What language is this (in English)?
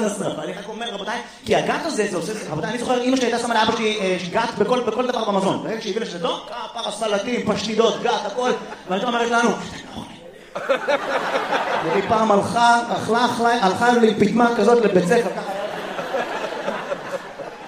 Hebrew